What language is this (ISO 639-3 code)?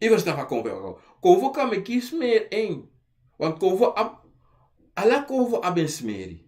srn